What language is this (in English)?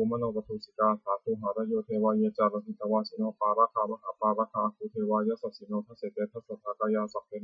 Pali